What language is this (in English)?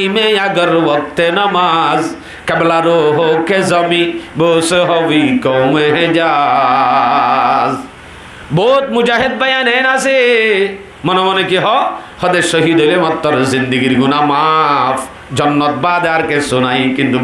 Rohingya